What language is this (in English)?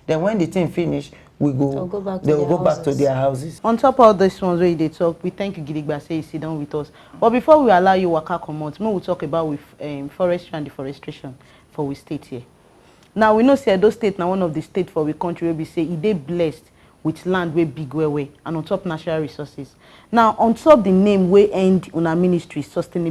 Nigerian Pidgin